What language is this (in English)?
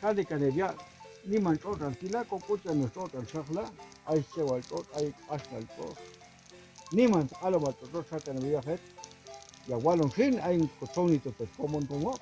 Popti'